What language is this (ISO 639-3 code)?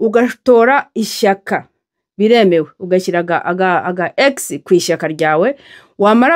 kin